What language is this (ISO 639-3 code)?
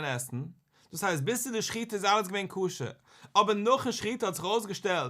yid